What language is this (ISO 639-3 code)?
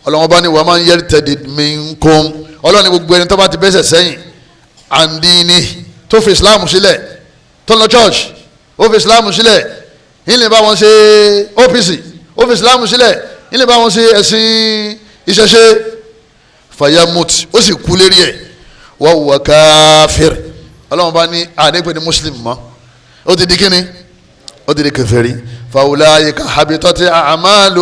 yor